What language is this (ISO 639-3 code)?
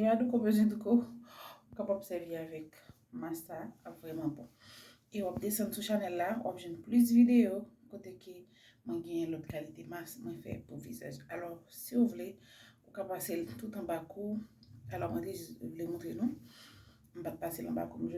hat